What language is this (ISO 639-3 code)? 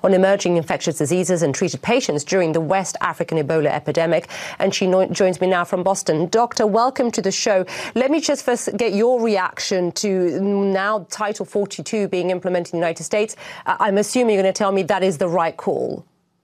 eng